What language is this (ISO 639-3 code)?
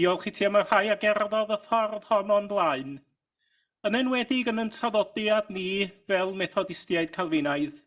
cym